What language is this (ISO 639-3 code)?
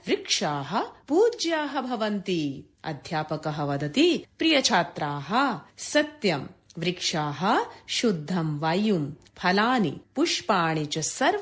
san